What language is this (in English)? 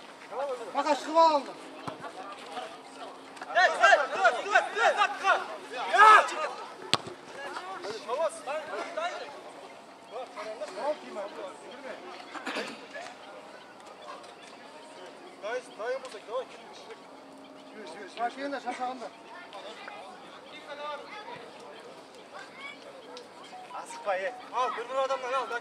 Kazakh